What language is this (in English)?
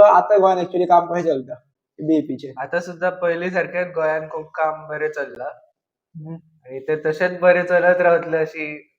Konkani